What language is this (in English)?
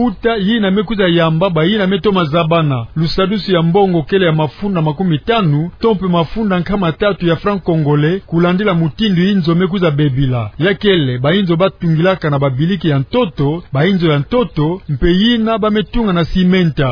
Kituba (Democratic Republic of Congo)